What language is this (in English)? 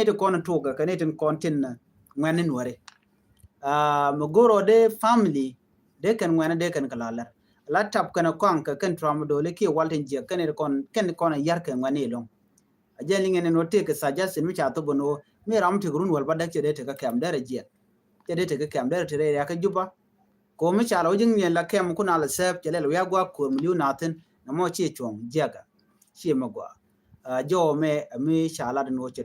Nuer